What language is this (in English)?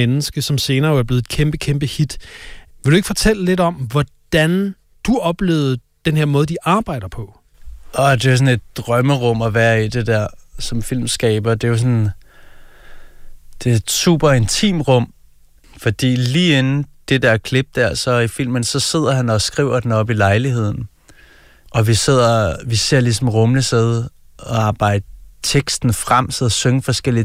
Danish